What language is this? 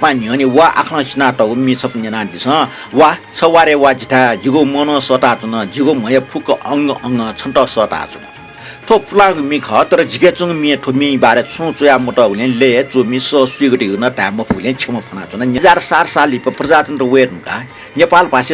Newari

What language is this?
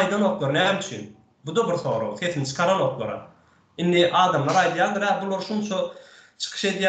Turkmen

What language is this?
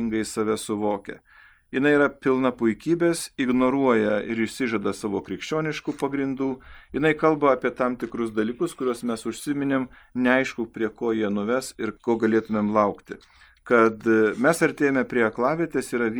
Lithuanian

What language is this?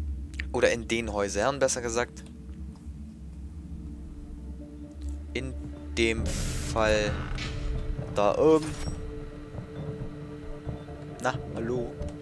German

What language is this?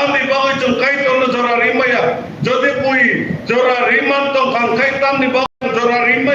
Kok Borok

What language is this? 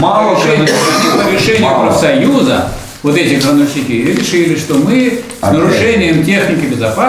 Russian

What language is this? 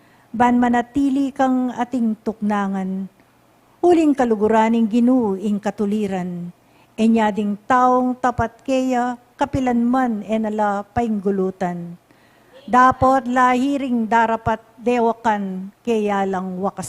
Pampanga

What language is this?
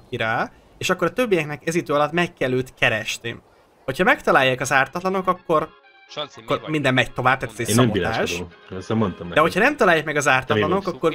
Hungarian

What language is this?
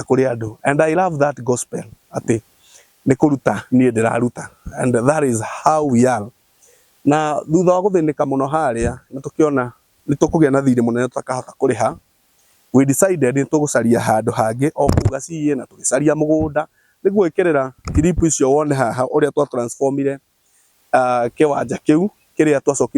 Kikuyu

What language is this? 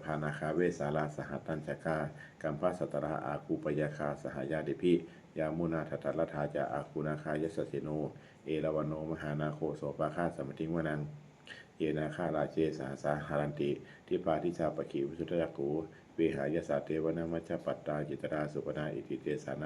Pali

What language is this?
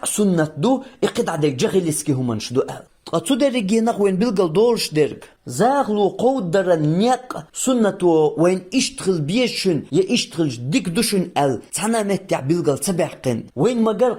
Chechen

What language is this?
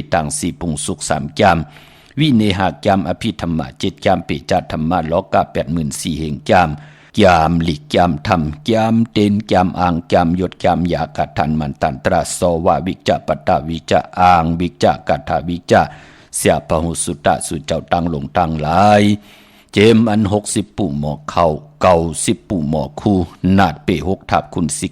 Shan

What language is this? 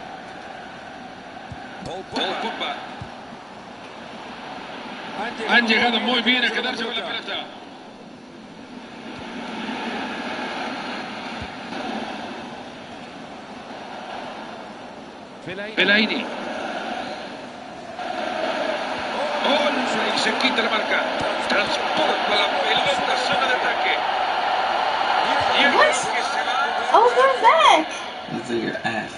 Spanish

